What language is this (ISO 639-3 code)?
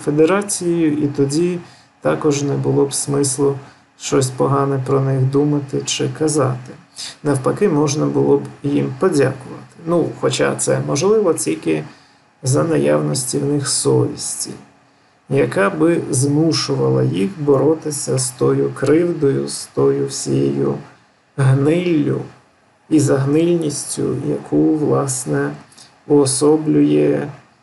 ukr